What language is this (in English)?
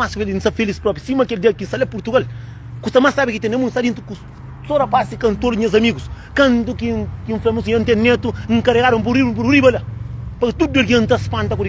Kabuverdianu